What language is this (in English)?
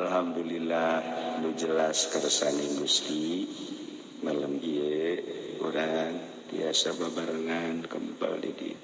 Sundanese